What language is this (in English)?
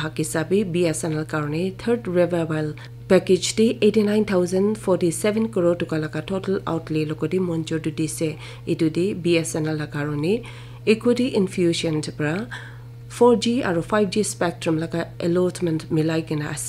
Naga Pidgin